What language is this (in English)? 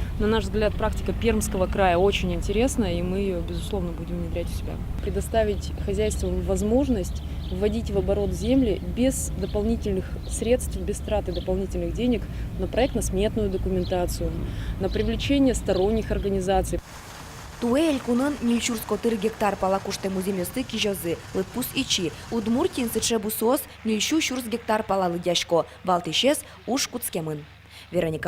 Udmurt